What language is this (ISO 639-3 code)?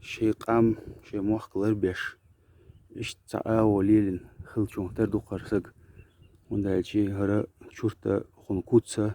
che